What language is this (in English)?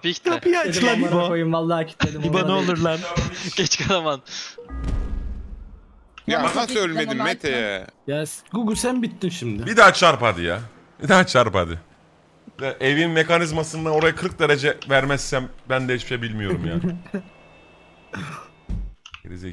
Turkish